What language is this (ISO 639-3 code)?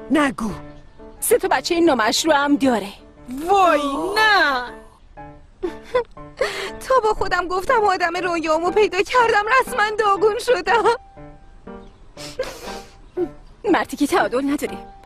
fas